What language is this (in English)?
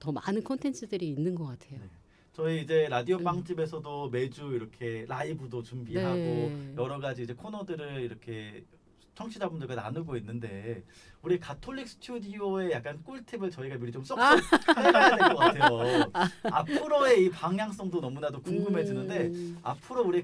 Korean